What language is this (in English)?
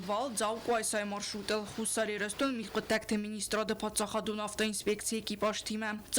Ossetic